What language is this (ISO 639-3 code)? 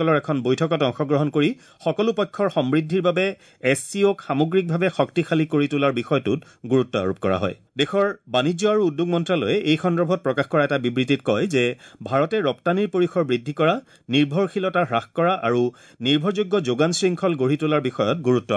asm